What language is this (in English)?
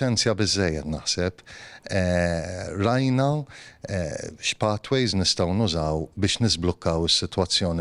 Maltese